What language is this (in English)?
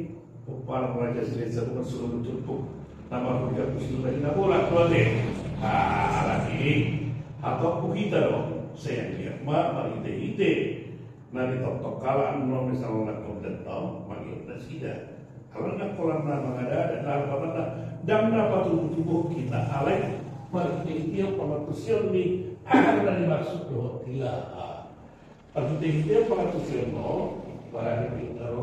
Batak Toba